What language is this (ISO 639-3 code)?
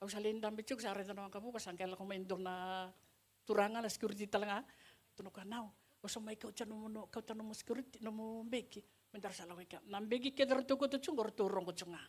fij